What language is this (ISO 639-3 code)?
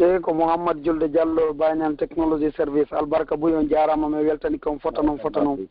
fuf